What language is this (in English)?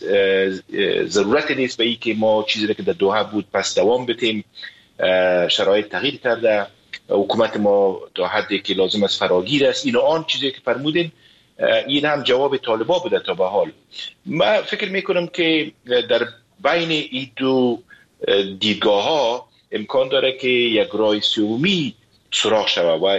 Persian